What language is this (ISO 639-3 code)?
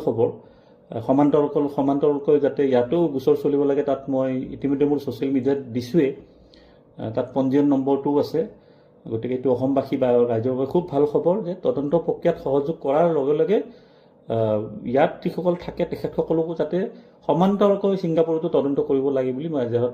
asm